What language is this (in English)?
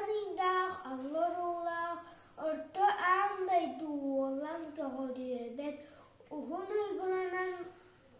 Yakut